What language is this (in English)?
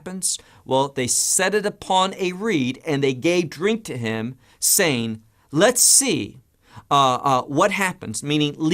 English